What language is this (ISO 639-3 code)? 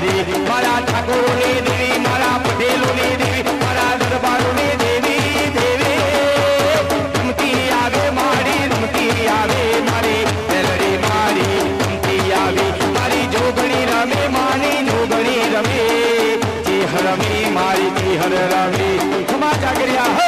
guj